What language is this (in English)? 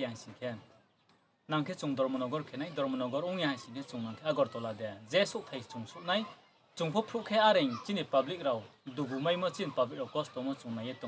Riang (India)